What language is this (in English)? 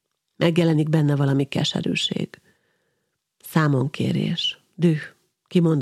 Hungarian